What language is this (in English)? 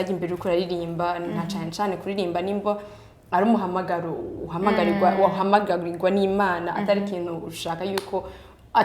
Rundi